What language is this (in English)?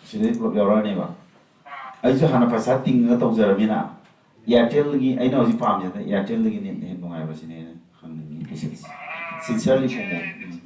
Manipuri